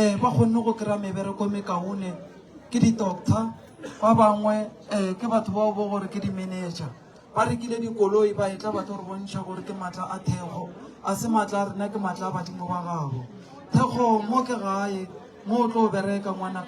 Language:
Northern Sotho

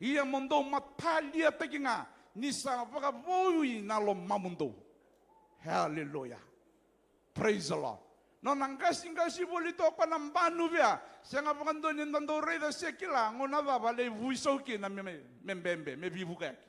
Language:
Fijian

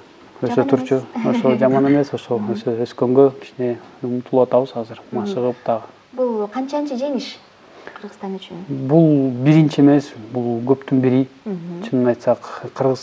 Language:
Kyrgyz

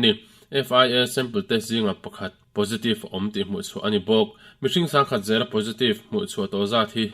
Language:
Mizo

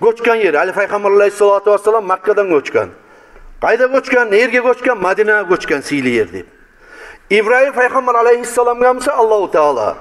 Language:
Kumyk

